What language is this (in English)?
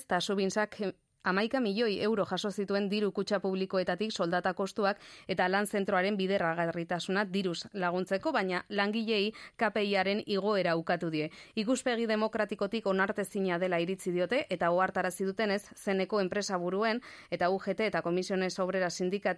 Basque